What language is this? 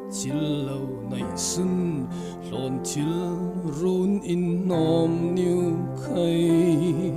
Falam Chin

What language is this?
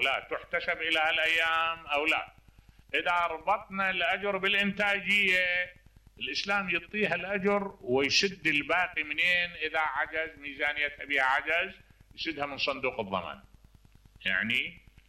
Mesopotamian Arabic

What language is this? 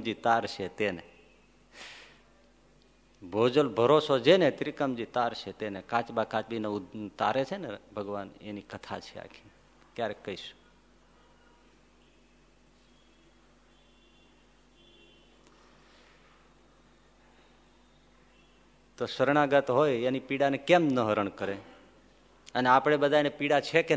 Gujarati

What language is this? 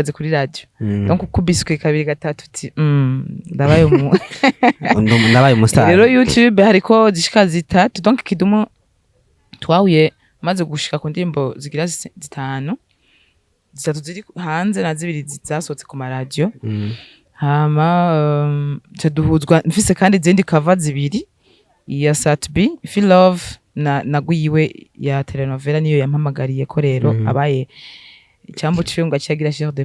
Rundi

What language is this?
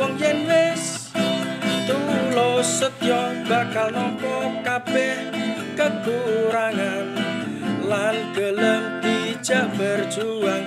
Javanese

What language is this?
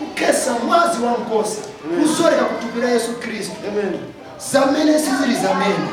Nyanja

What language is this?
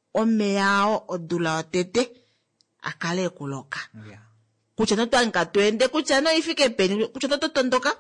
Kuanyama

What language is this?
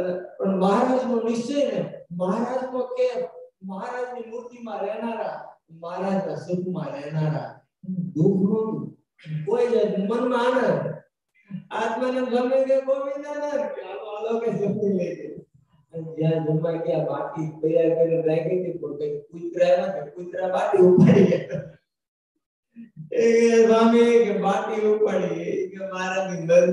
Gujarati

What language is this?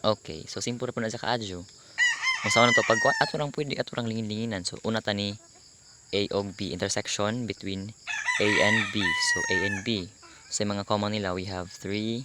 Cebuano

